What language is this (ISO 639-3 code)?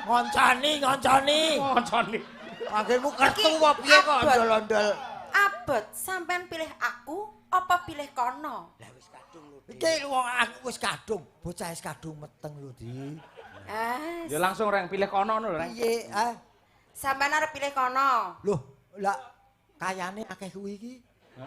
jav